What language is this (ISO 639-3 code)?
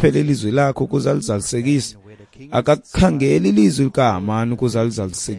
xho